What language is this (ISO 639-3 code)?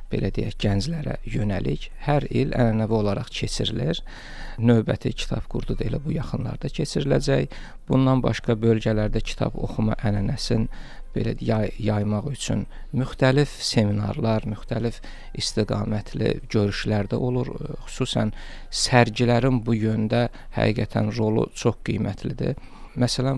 aze